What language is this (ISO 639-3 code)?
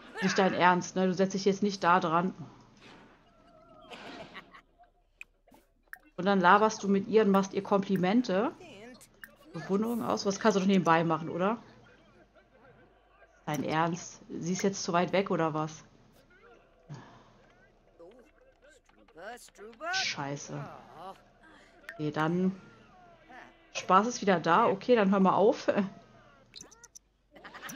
deu